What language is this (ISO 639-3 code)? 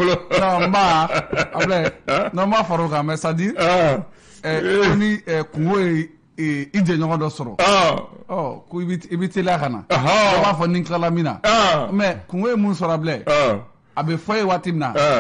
bam